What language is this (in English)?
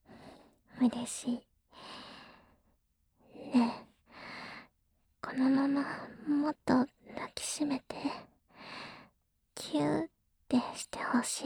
Japanese